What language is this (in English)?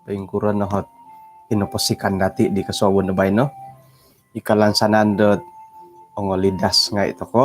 Central Dusun